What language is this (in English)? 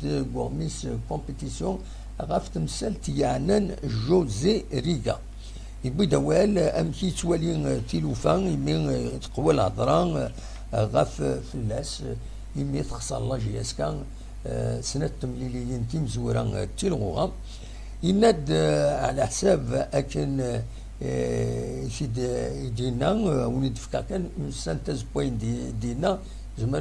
Kabyle